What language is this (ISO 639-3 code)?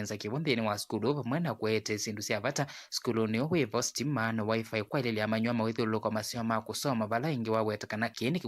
kam